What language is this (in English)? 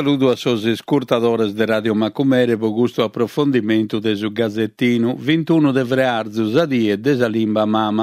Sardinian